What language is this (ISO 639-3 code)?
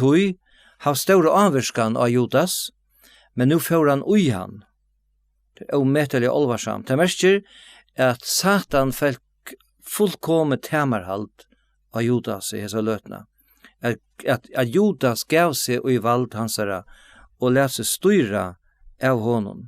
fao